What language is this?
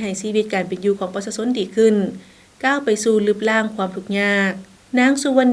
Lao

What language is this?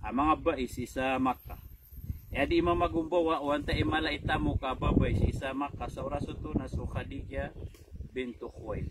Maranao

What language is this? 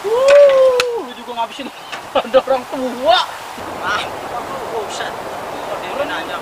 Betawi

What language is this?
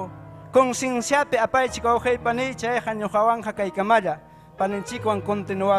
Ayacucho Quechua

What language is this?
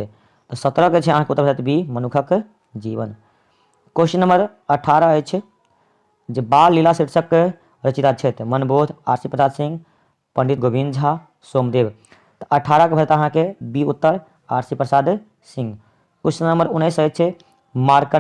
Maithili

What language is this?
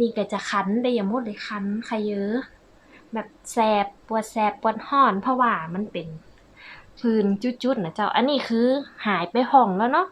Northern Thai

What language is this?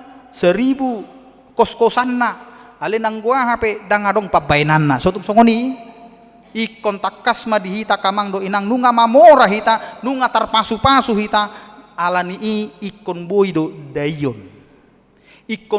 Batak Toba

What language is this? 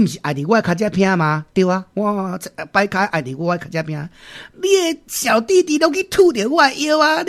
Min Nan Chinese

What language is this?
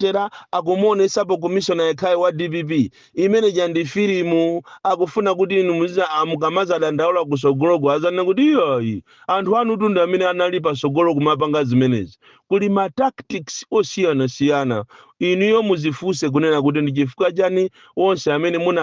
Nyanja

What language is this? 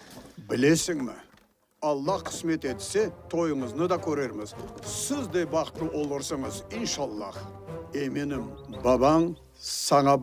Crimean Tatar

